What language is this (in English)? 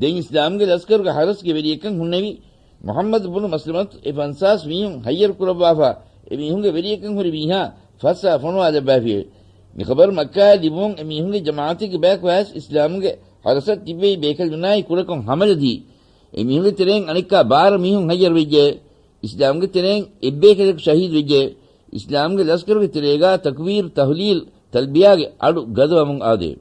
Divehi